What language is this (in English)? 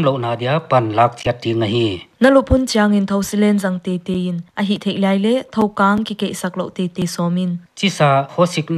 Paite Chin